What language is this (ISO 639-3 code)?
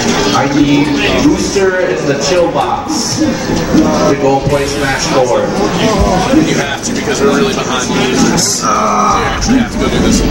eng